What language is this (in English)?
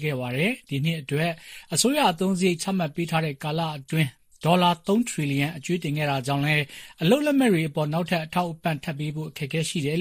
Burmese